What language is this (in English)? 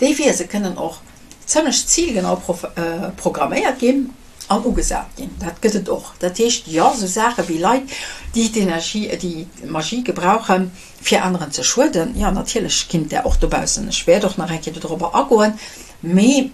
Luxembourgish